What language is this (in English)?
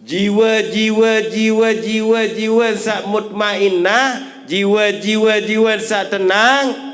Sasak